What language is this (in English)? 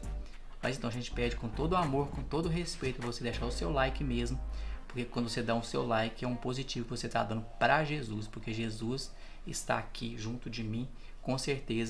Portuguese